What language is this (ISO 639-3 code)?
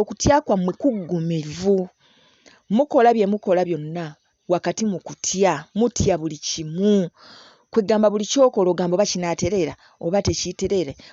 lug